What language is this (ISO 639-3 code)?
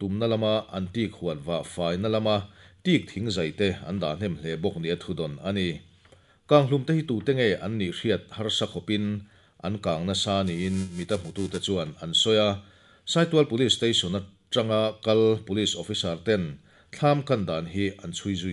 lus